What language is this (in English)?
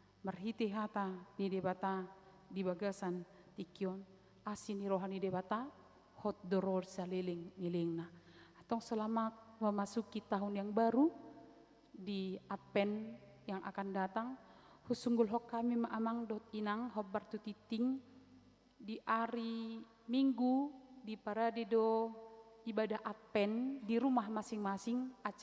Batak Toba